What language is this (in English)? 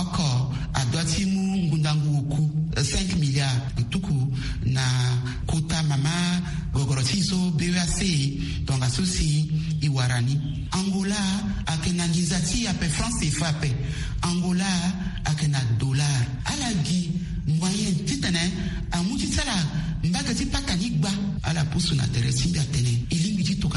Sango